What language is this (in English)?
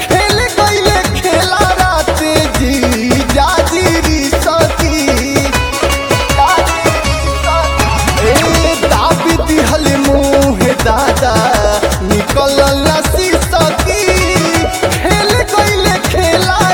Bhojpuri